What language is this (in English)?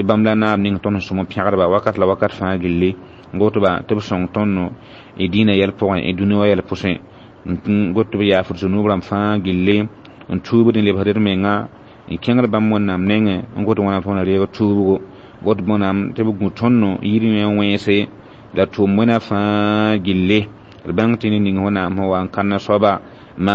Mossi